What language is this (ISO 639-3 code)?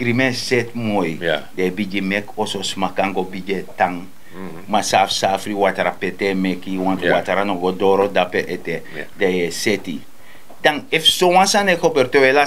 srn